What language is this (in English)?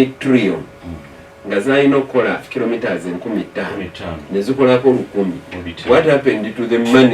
Ganda